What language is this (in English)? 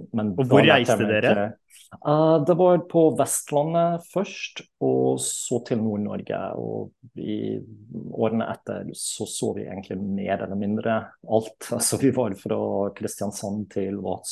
Norwegian